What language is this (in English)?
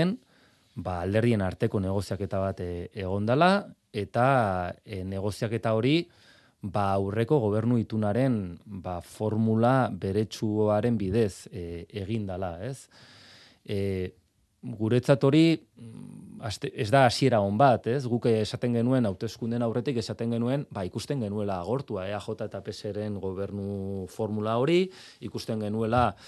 Basque